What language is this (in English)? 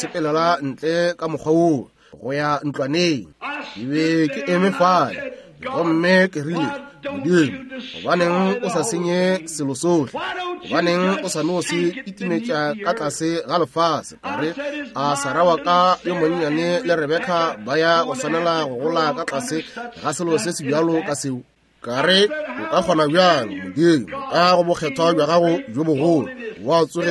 Northern Sotho